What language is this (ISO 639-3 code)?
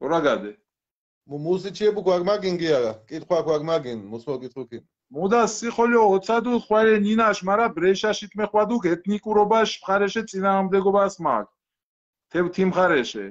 xmf